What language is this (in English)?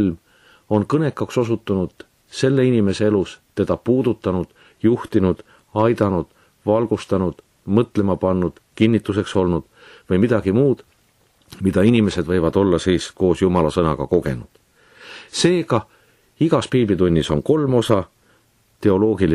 Estonian